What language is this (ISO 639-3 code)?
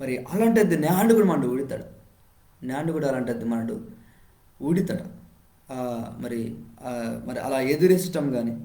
kff